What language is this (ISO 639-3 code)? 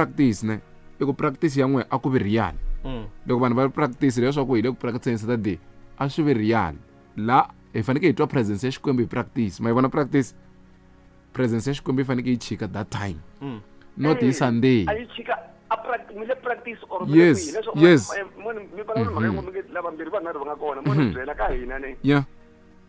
tso